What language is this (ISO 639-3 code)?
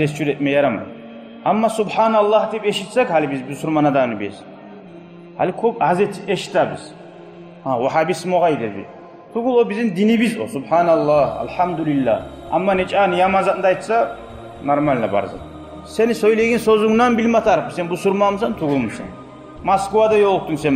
kum